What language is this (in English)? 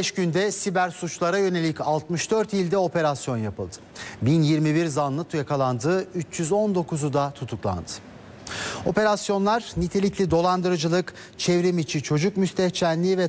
Turkish